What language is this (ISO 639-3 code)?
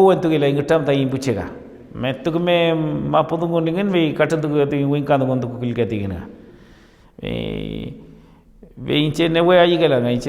arn